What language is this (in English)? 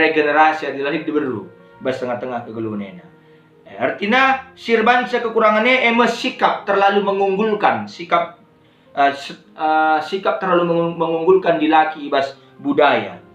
Batak Karo